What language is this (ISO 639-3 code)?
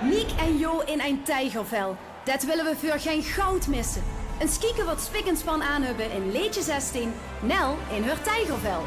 lim